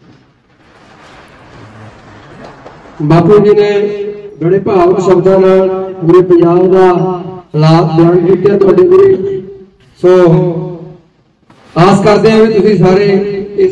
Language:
Punjabi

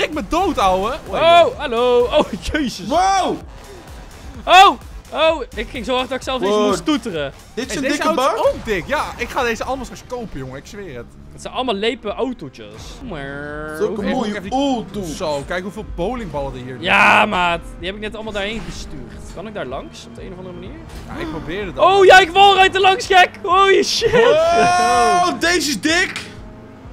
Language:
Dutch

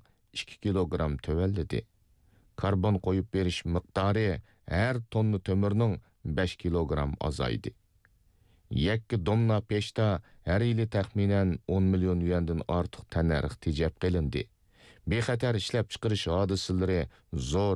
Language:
Uyghur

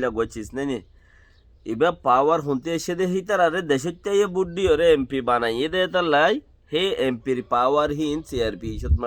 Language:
Rohingya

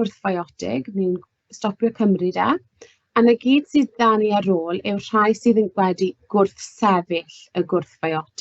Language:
Welsh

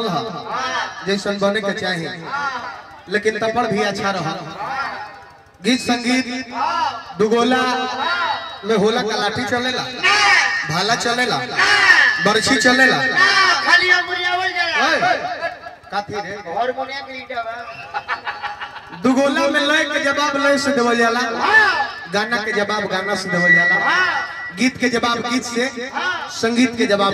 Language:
Bhojpuri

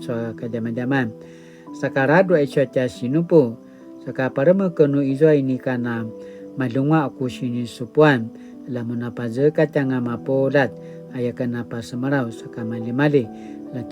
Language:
Paiwan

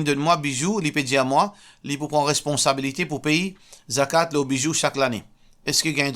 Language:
Morisyen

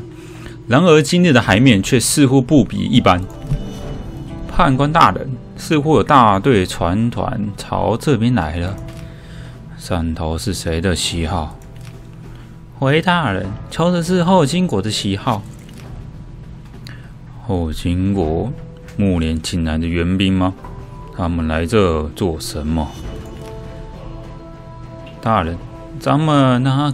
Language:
Chinese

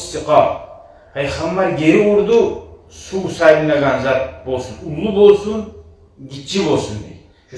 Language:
Kumyk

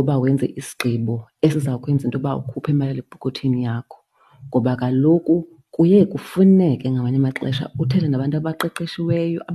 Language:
Xhosa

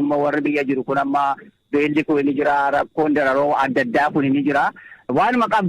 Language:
Oromo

